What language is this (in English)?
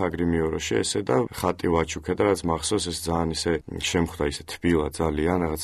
Georgian